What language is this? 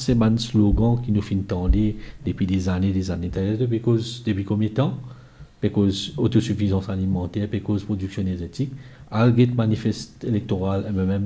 Morisyen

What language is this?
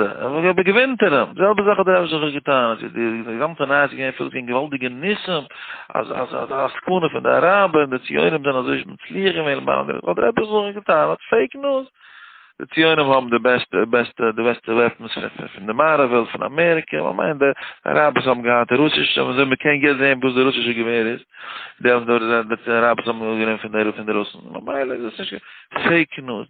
Yiddish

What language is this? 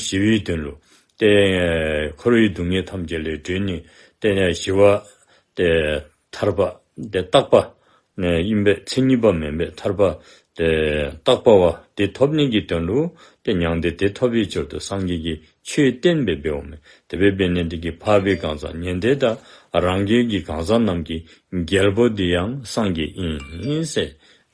Dzongkha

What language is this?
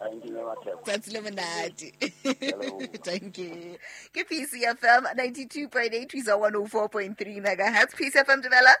Southern Sotho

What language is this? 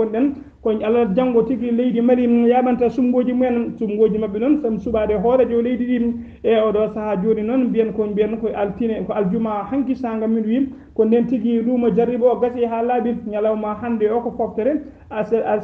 Fula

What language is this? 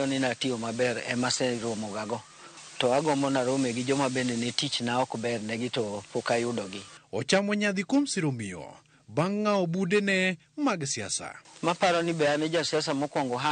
Luo (Kenya and Tanzania)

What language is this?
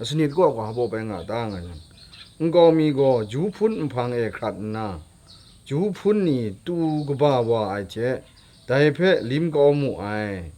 Kachin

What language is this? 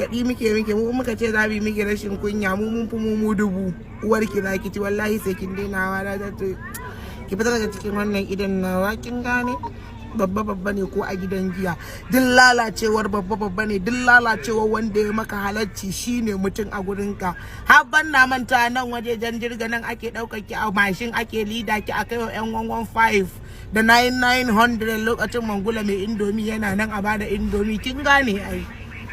Hausa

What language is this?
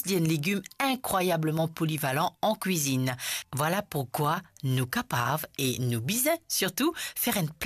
Morisyen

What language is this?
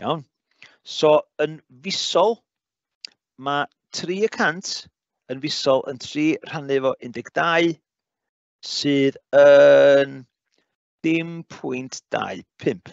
Welsh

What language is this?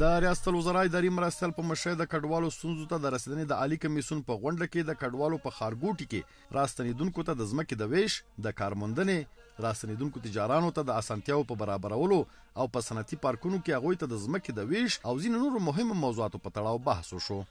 Pashto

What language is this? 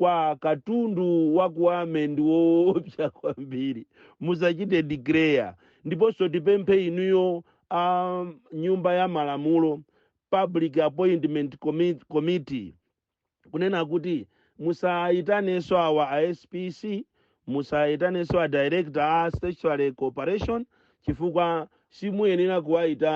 Nyanja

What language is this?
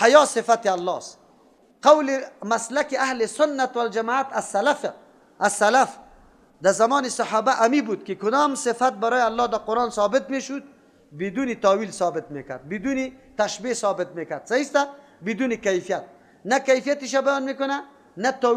Persian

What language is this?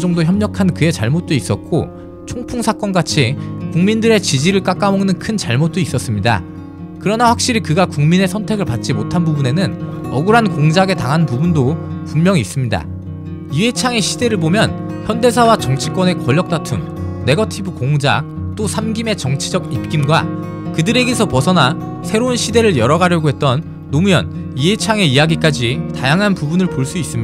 Korean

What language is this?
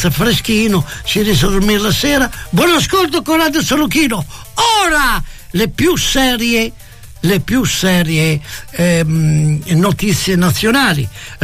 Italian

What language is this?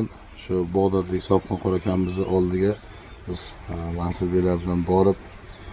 Uzbek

